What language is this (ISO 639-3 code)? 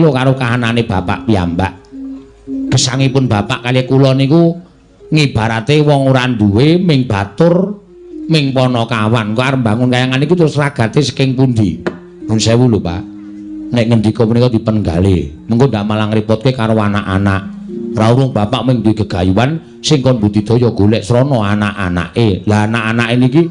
jav